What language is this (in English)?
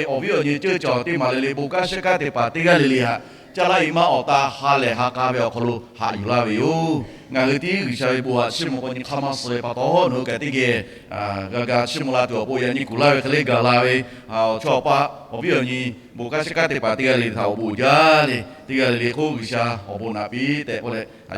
Lahu